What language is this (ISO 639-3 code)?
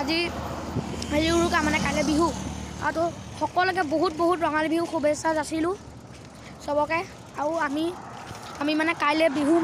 asm